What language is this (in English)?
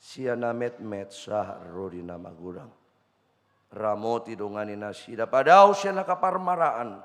Batak Toba